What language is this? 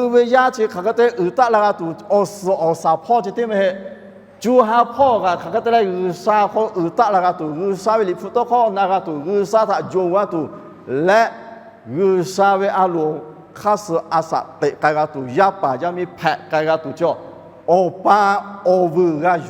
Lahu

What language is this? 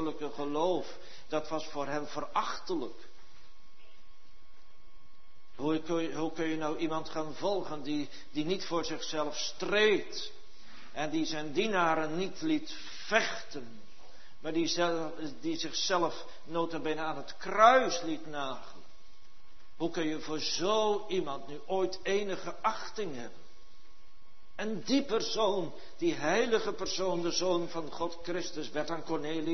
Dutch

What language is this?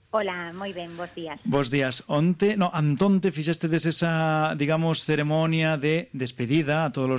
Galician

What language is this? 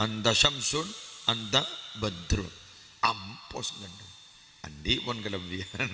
Madurese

